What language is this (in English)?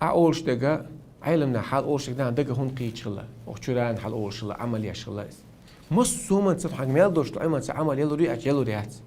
Chechen